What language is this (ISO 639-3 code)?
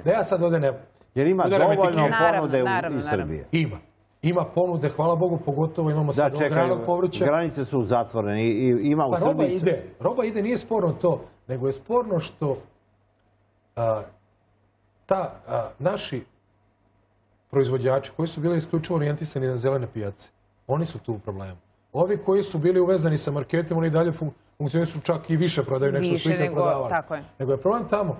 srp